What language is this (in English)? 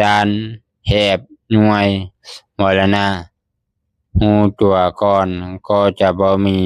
Lao